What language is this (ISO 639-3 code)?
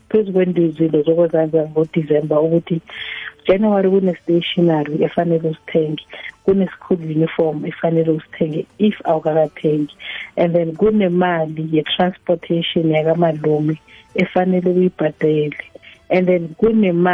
nbl